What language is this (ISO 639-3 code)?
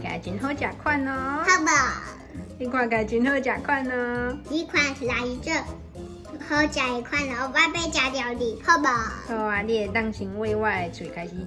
nan